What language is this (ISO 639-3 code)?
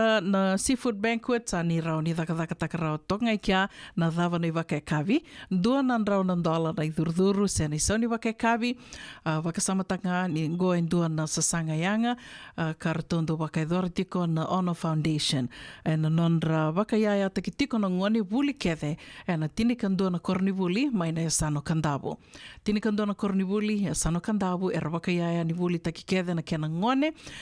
fij